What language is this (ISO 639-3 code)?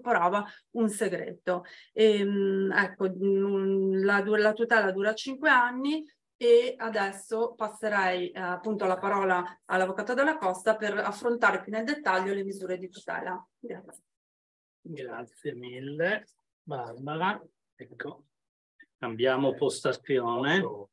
ita